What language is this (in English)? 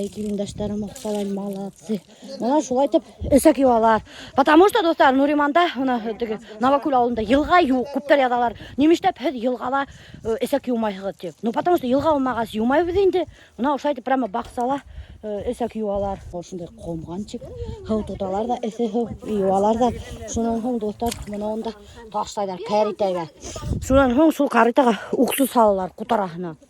Bashkir